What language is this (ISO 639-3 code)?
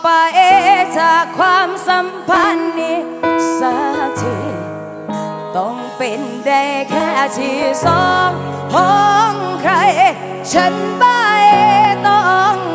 tha